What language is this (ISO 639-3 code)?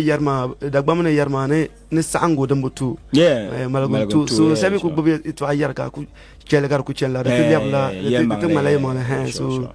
dag